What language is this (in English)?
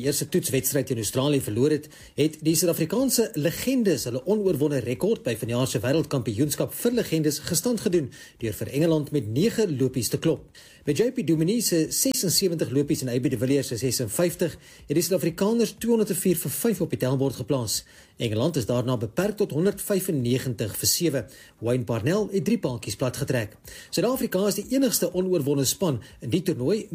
Afrikaans